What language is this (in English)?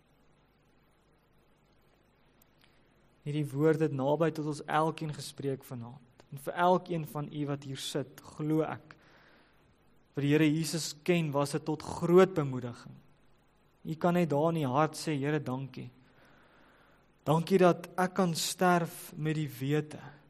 Afrikaans